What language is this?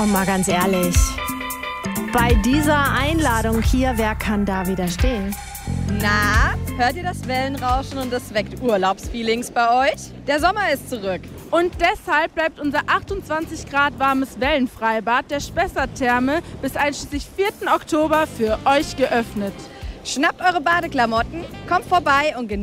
German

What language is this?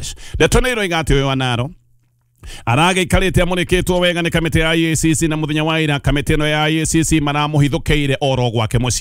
Kikuyu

